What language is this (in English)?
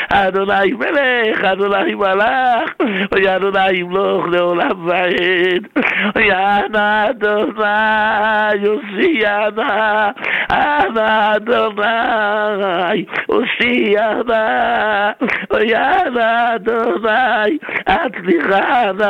Hebrew